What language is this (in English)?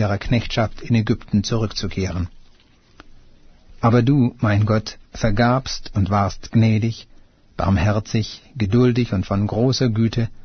German